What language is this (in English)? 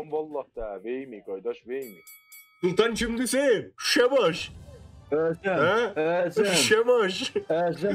South Azerbaijani